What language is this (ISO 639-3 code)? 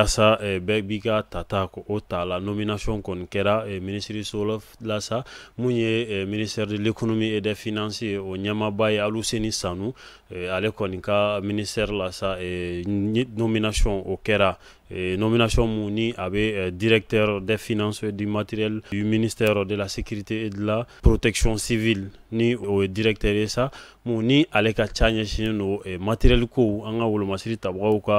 bam